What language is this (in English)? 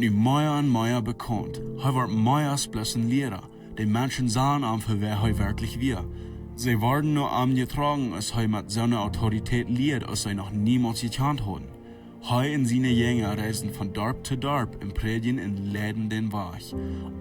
Plautdietsch